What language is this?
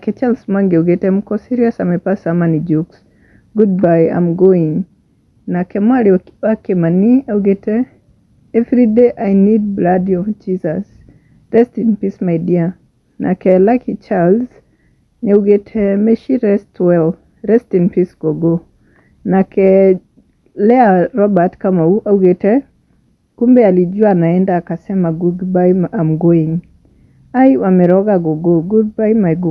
Kikuyu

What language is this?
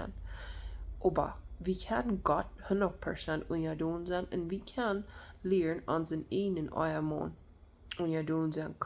Plautdietsch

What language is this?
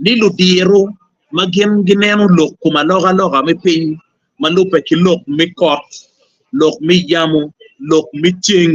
Acoli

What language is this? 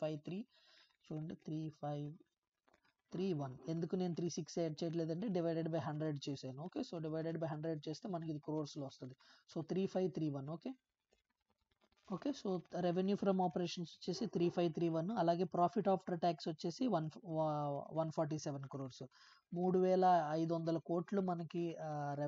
Telugu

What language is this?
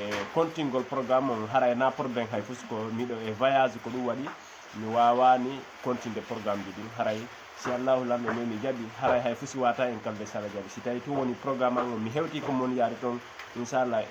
Fula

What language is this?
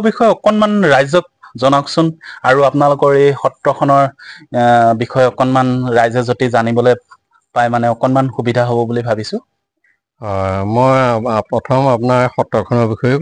Assamese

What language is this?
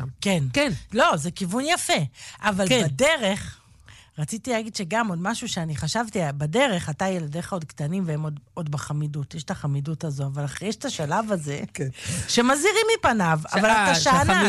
Hebrew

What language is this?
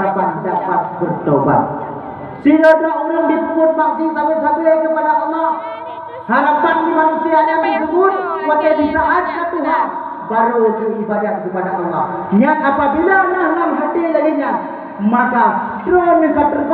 Achinese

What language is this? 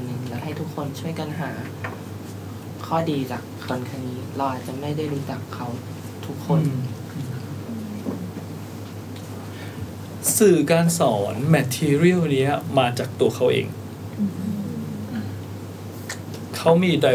Thai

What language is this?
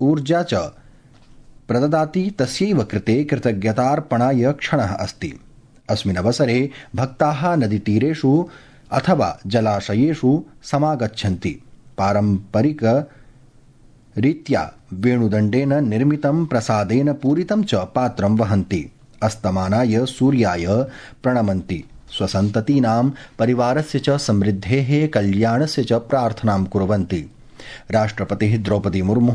Sanskrit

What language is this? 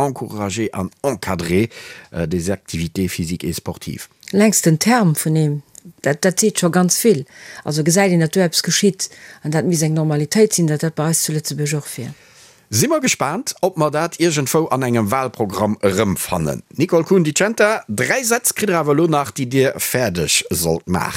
Luxembourgish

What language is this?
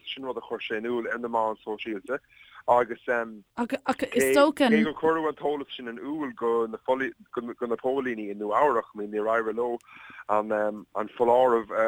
Irish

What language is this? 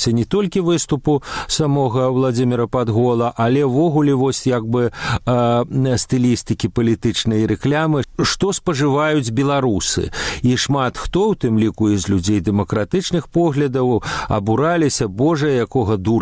Belarusian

